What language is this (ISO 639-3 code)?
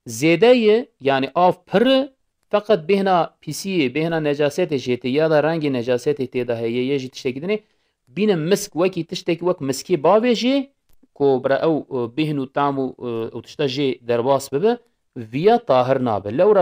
kur